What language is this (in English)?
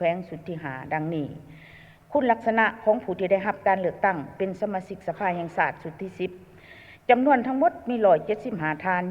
Lao